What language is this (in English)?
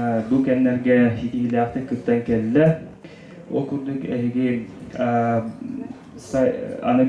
Yakut